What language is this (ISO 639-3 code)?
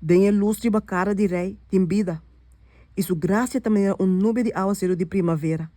pap